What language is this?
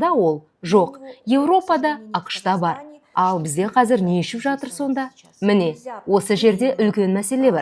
Kazakh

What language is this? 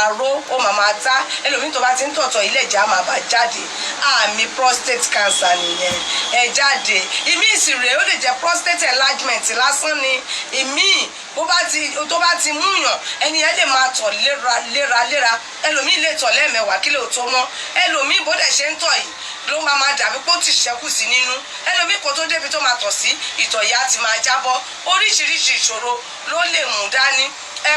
Yoruba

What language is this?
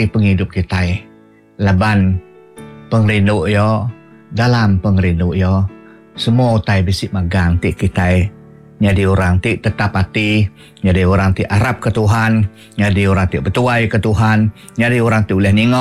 Iban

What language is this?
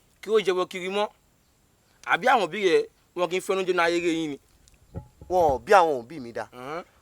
Yoruba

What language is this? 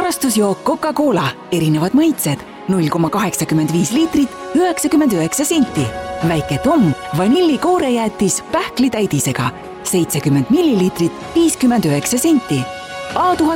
Estonian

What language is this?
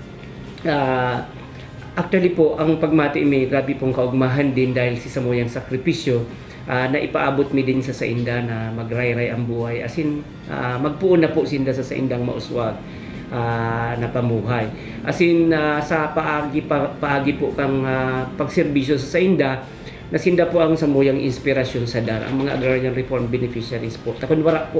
Bikol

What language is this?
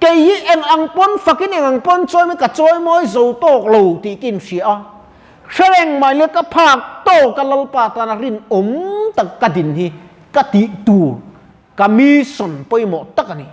Mizo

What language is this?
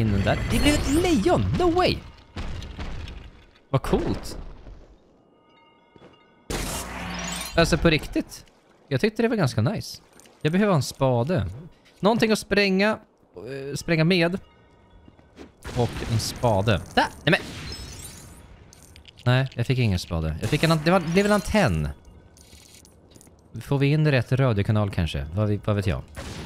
Swedish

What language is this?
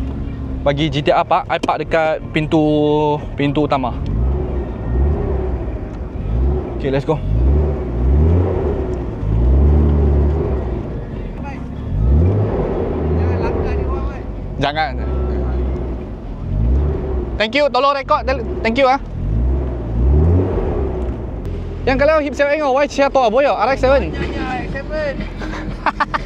Malay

